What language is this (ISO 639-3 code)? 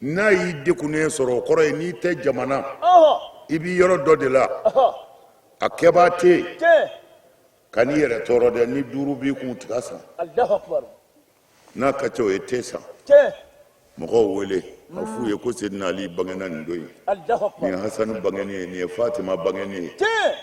bam